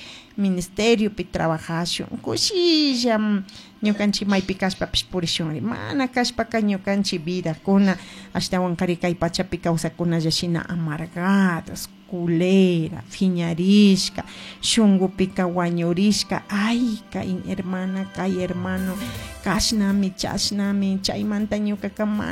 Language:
Chimborazo Highland Quichua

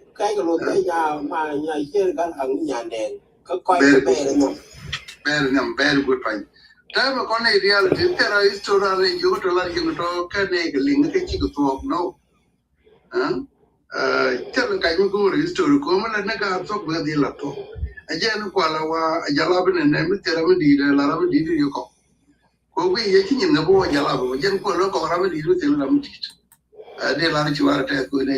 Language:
Nuer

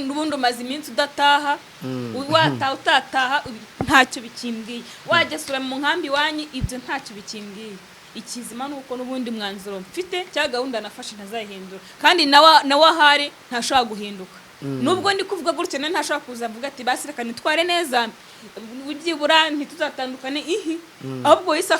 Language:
Kinyarwanda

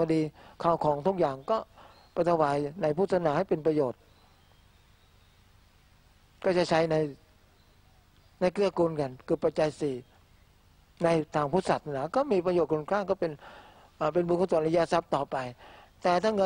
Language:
Thai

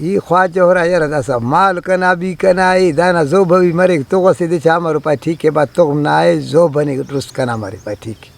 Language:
Brahui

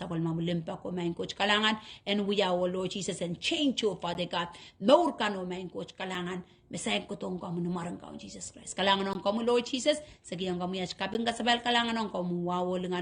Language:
Pohnpeian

